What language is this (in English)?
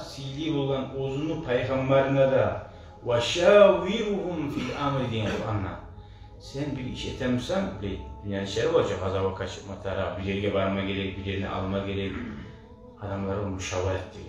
Kumyk